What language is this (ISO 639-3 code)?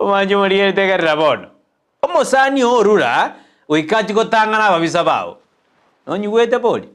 guz